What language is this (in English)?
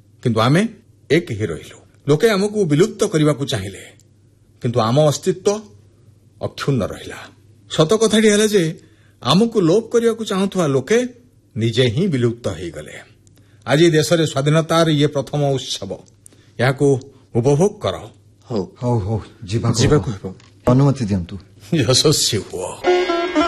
Odia